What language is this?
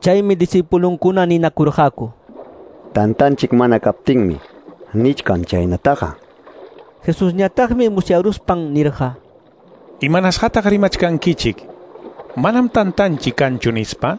Quechua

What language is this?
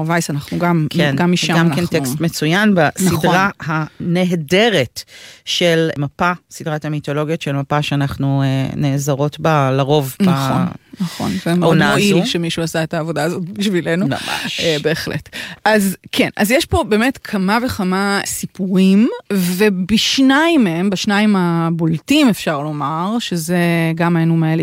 Hebrew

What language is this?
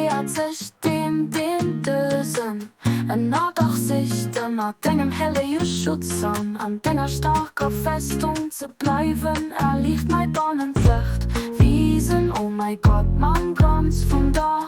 Luxembourgish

